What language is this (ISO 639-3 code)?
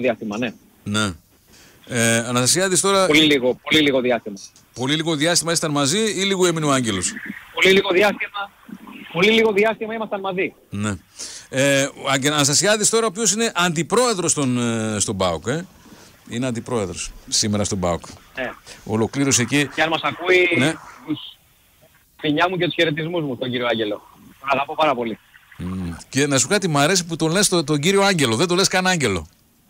ell